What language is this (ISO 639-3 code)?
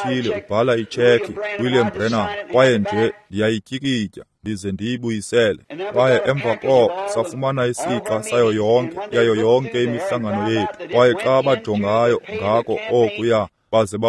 xho